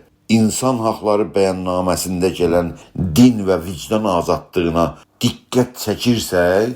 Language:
South Azerbaijani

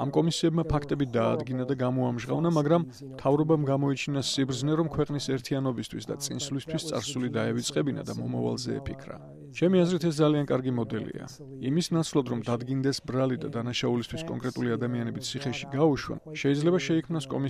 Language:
Georgian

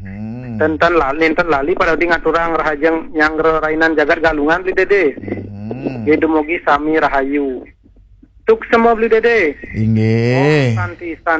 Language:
Balinese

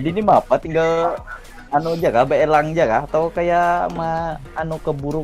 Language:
Banjar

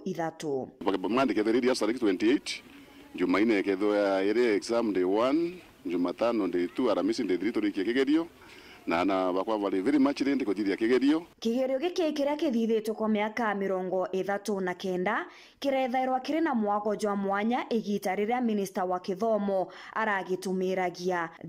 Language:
Meru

